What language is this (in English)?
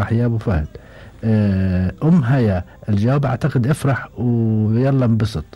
Gulf Arabic